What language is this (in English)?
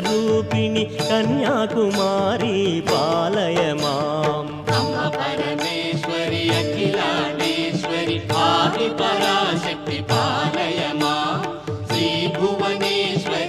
Telugu